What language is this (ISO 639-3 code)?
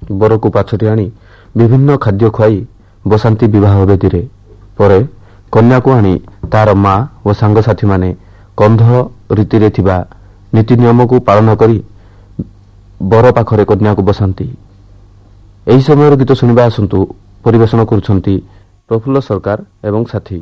ori